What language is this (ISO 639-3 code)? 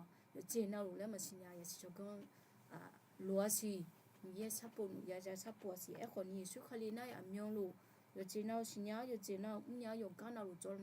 ahk